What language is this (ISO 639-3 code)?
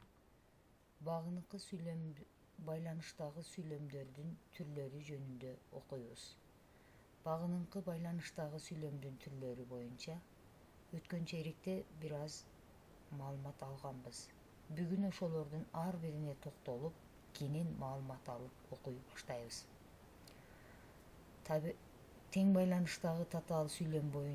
kir